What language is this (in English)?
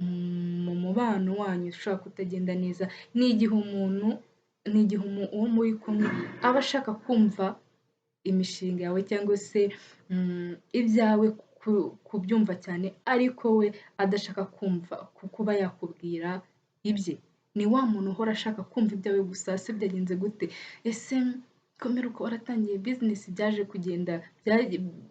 Kinyarwanda